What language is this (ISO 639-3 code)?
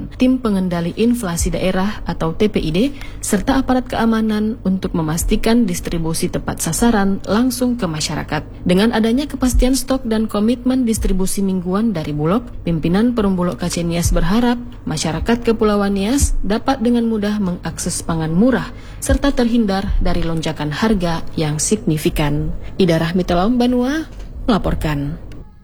ind